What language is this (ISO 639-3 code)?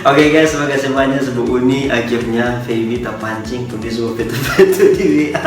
xmm